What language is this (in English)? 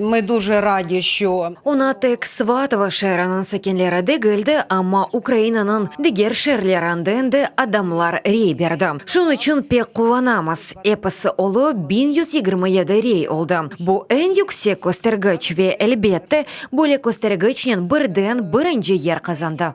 Crimean Tatar